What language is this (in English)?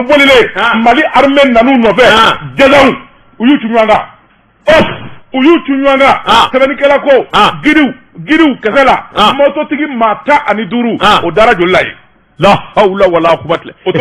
Bambara